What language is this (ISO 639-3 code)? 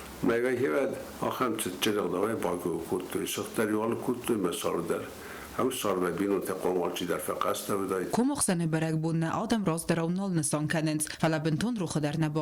oss